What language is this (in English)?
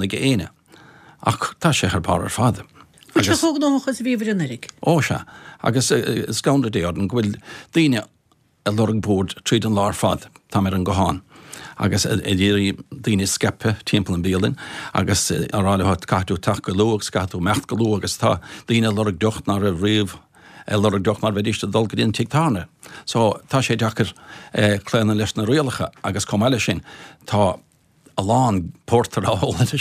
Irish